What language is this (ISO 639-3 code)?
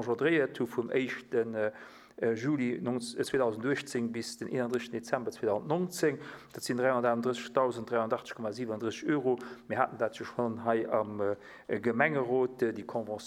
ltz